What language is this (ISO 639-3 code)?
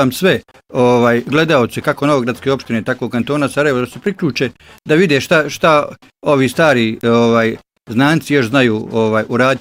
bos